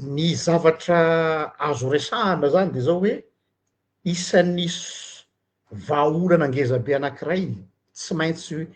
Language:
Malagasy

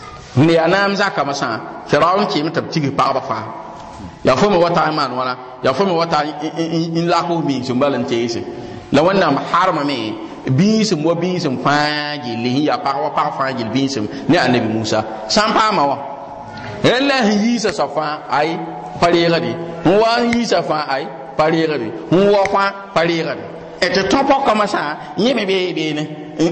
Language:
Mossi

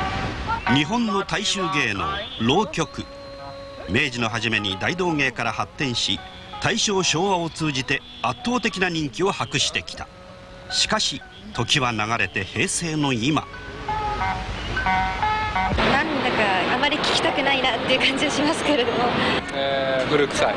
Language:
Japanese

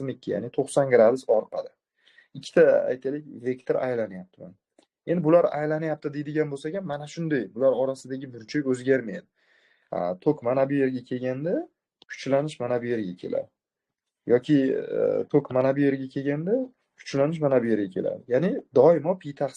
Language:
Uzbek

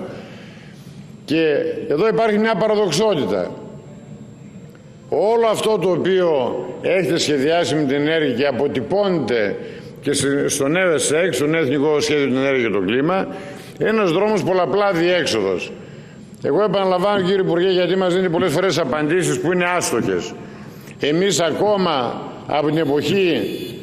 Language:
Greek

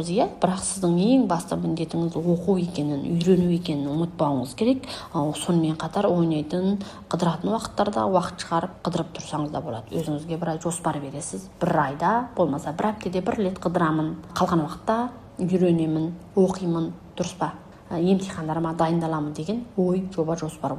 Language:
Kazakh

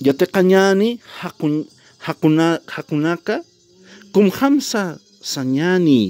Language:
Aymara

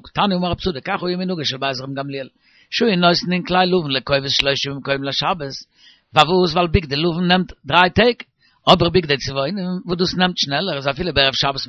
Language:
Yiddish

